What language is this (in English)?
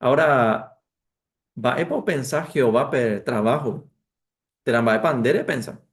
Guarani